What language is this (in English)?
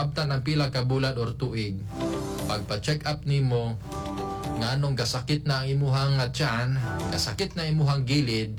Cebuano